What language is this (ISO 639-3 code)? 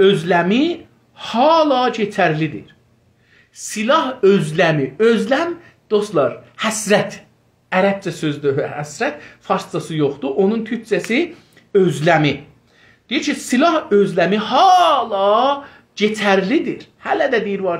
azb